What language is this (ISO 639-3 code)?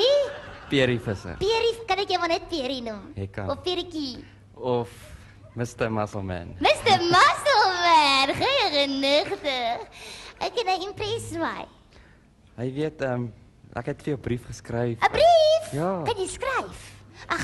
afr